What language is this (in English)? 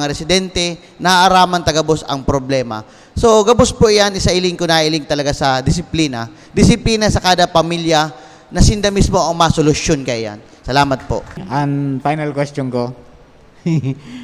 Bikol